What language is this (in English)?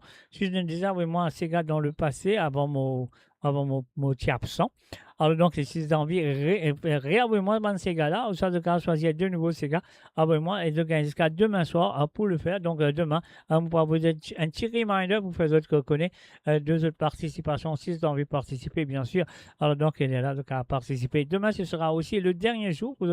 Morisyen